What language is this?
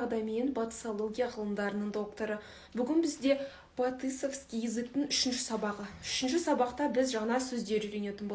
Kazakh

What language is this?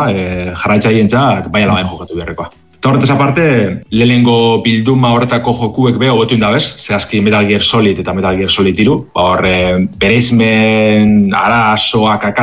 Basque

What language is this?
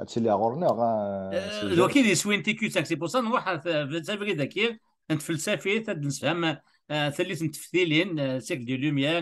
Kabyle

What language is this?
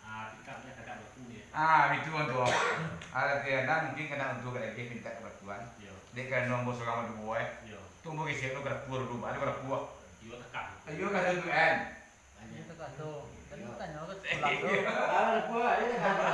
Minangkabau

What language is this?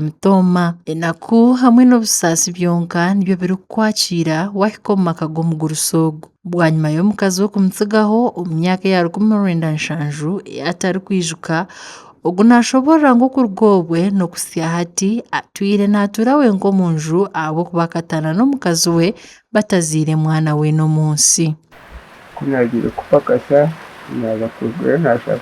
Nyankole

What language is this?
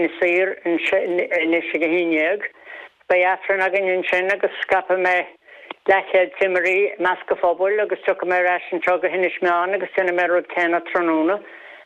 Irish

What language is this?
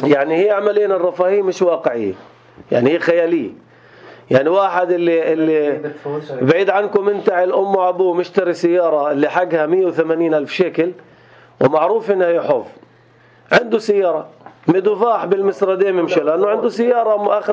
North Levantine Arabic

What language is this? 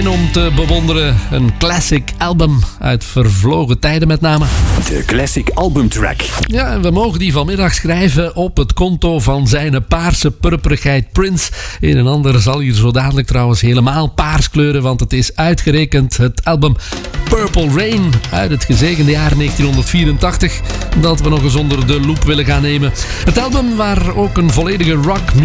Dutch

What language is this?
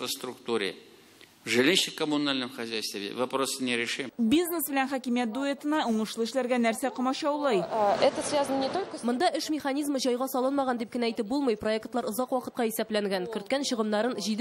Tatar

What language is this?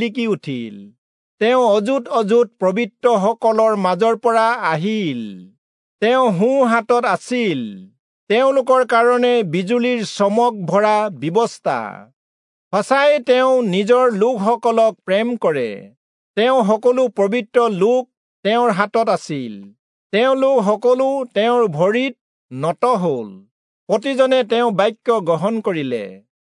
Assamese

